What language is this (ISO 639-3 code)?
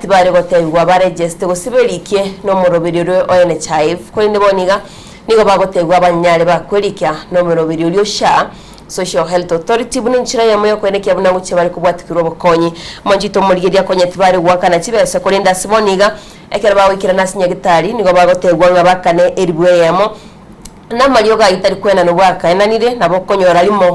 guz